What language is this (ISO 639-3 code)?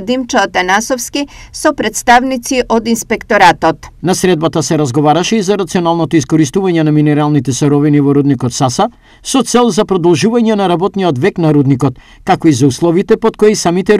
mkd